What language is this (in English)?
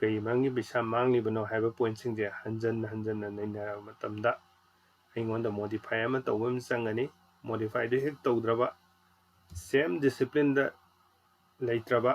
Manipuri